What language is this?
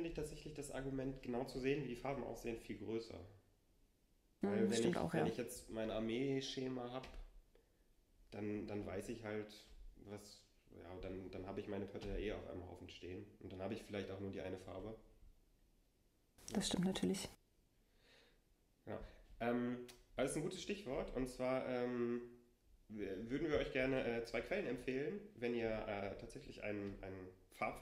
German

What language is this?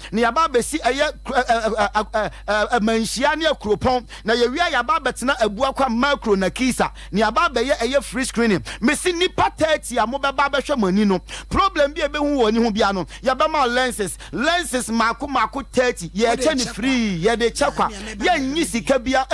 Akan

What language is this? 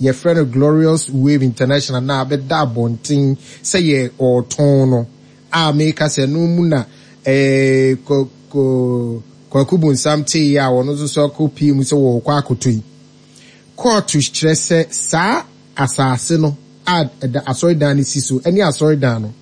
Akan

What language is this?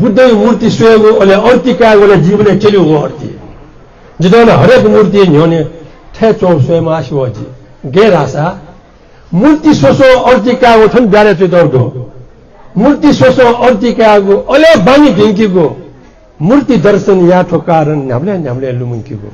Newari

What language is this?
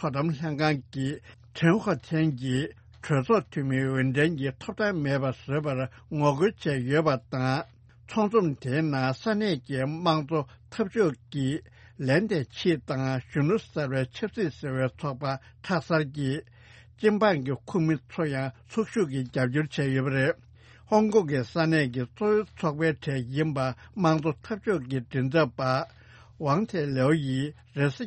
Tibetan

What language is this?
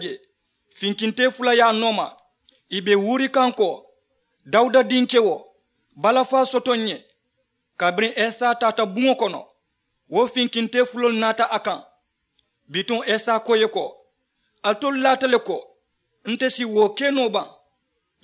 Mandingo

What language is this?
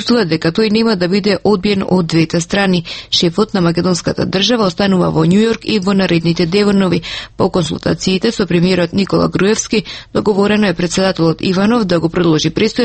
Macedonian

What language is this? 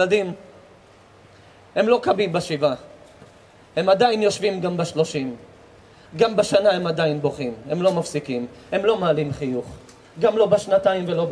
Hebrew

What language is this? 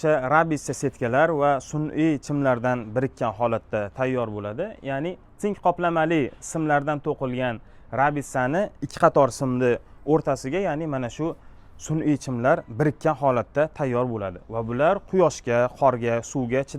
Uzbek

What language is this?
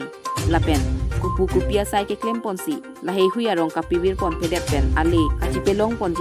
Karbi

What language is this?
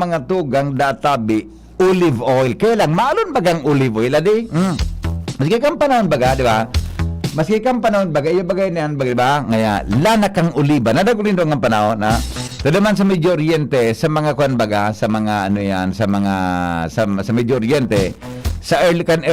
Bikol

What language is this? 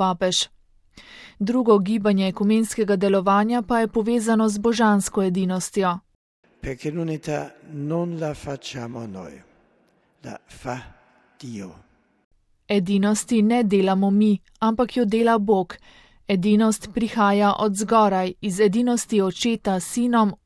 Slovenian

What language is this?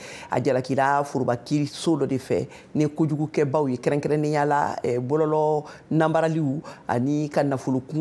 Bambara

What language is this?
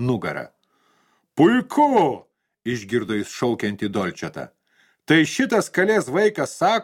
Lithuanian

